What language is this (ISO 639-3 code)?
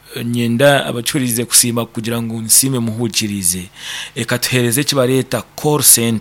nyn